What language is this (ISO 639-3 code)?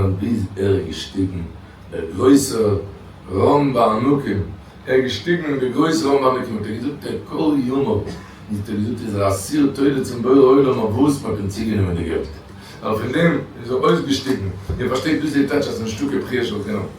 yid